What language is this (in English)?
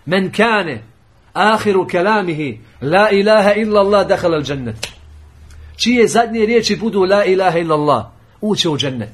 Bosnian